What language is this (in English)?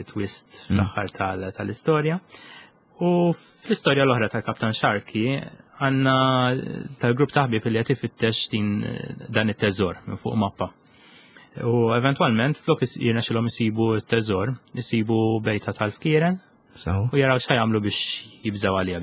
Maltese